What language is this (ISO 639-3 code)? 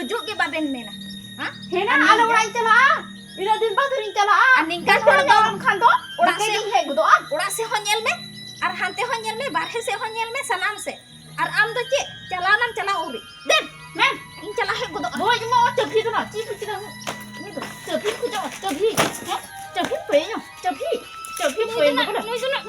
sat